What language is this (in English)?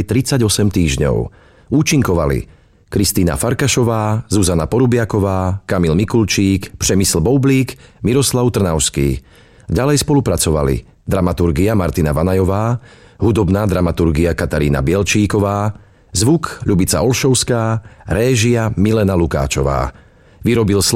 Slovak